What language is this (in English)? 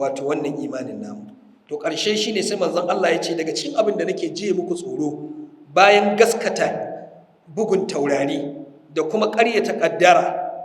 Hausa